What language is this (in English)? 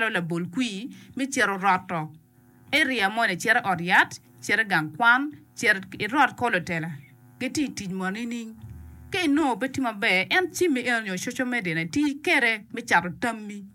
Acoli